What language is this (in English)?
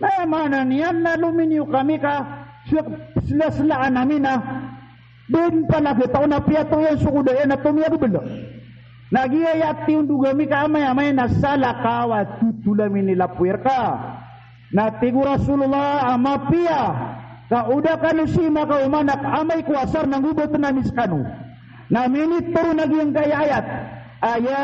Maranao